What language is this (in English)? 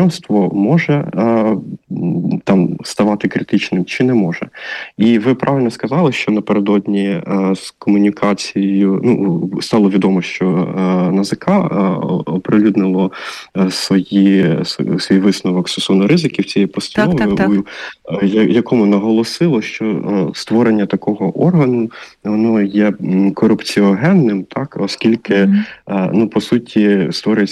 Ukrainian